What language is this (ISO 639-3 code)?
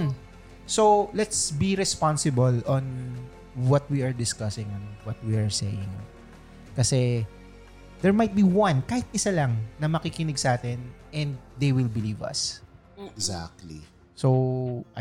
fil